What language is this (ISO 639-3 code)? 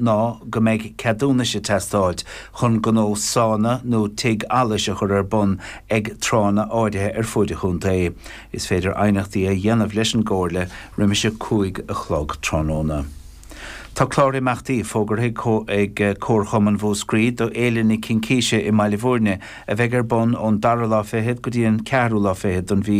gle